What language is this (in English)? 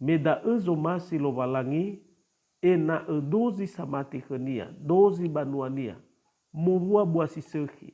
Nias